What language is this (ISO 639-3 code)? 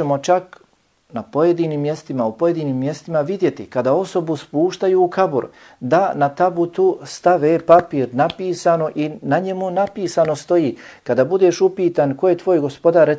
bos